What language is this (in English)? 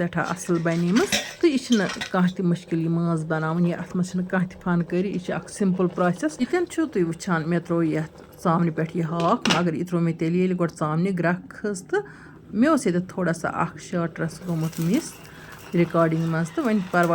Kashmiri